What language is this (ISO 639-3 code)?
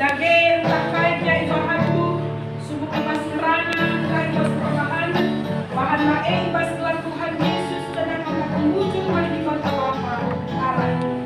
btx